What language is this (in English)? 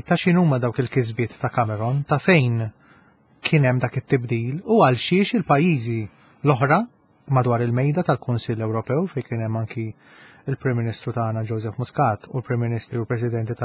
Maltese